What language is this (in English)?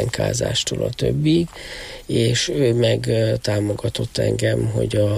Hungarian